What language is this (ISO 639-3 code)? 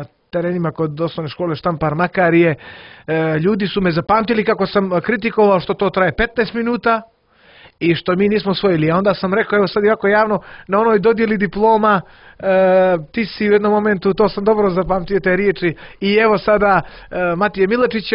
srp